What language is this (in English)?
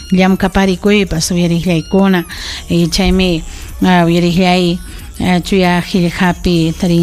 Ayacucho Quechua